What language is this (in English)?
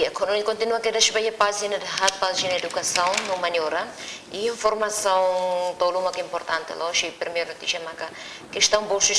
Tetum